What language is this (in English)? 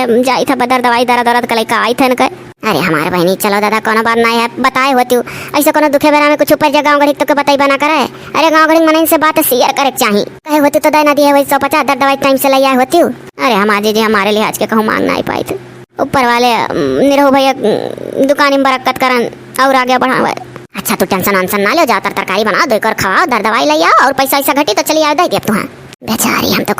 Awadhi